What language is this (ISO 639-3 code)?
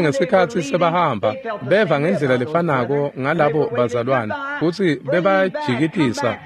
ssw